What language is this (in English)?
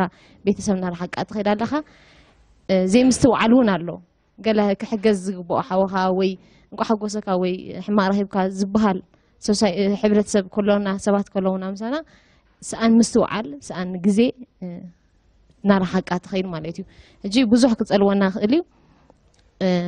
Tigrinya